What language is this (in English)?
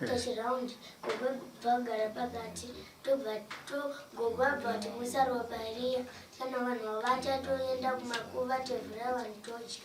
Shona